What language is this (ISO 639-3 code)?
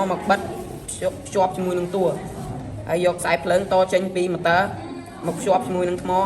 khm